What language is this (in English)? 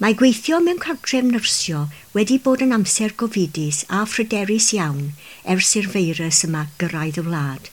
Welsh